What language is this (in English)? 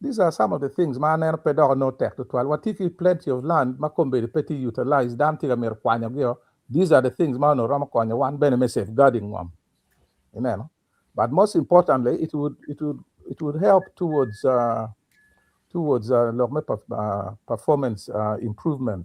Acoli